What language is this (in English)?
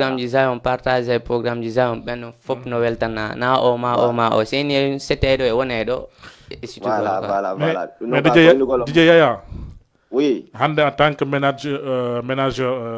Fula